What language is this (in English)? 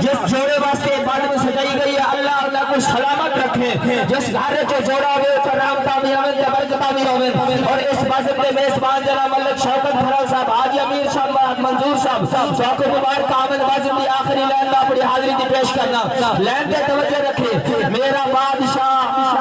Saraiki